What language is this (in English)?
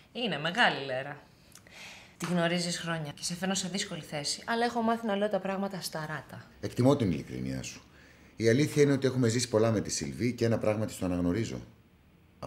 Greek